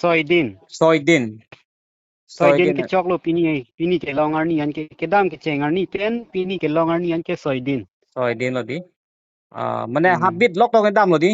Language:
Karbi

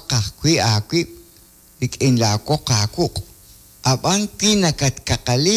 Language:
Kekchí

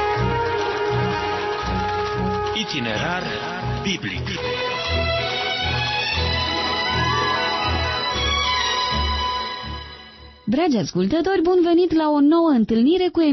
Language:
Romanian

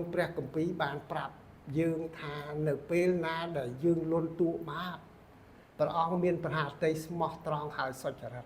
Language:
Khmer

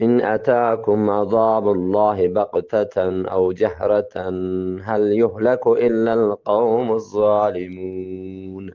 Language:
Eastern Balochi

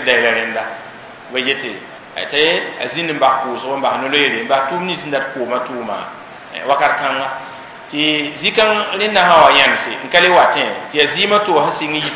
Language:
Mossi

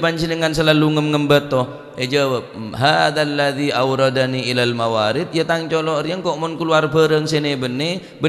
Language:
Madurese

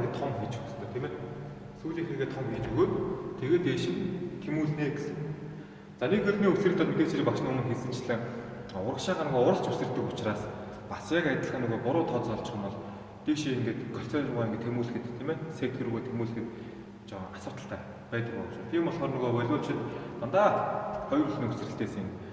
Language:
Mongolian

